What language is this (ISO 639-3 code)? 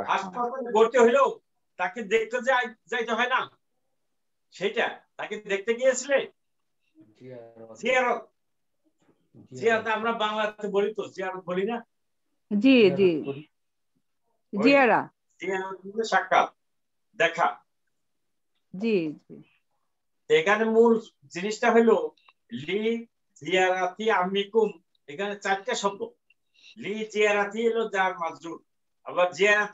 ben